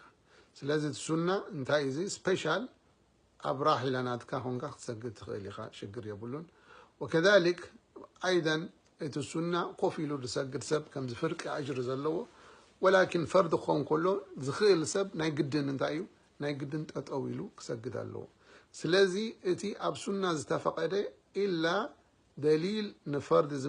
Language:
Tigrinya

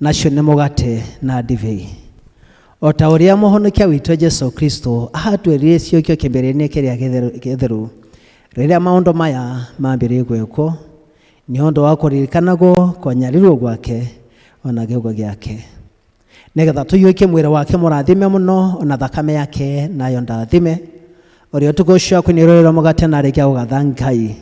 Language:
Kikuyu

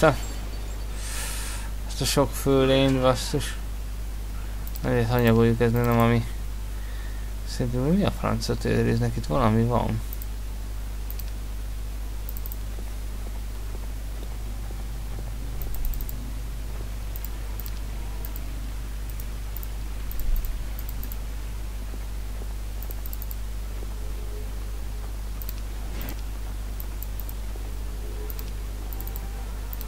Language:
Hungarian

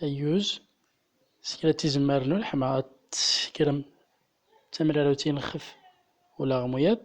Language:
Central Atlas Tamazight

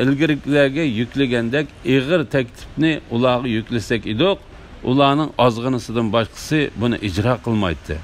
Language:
Uyghur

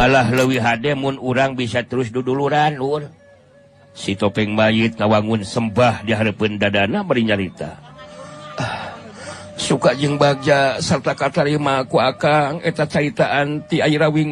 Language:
Sundanese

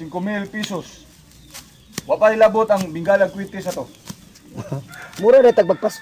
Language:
Cebuano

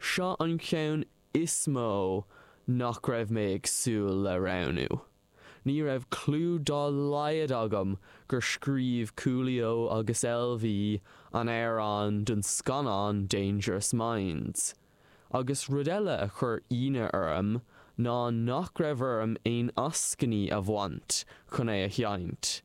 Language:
Irish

